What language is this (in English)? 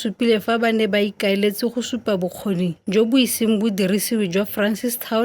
Tswana